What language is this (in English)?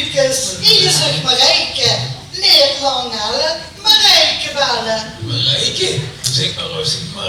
Limburgish